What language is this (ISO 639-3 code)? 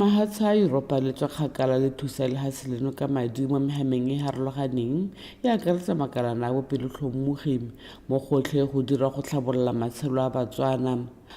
tsn